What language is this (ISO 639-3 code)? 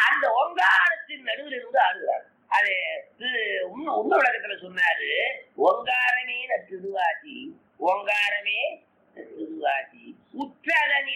tam